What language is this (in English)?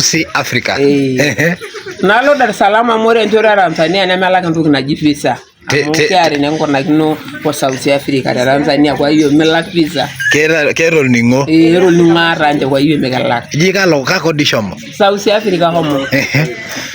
Masai